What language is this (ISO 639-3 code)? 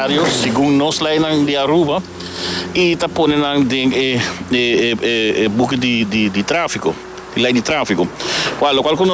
pap